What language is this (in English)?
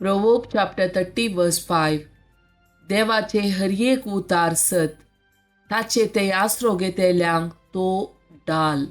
Konkani